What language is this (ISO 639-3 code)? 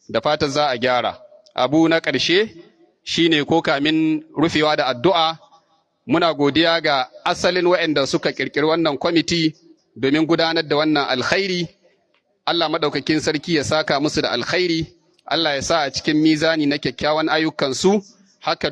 hau